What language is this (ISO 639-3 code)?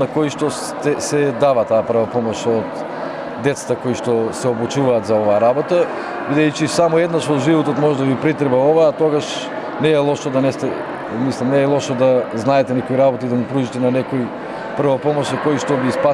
mkd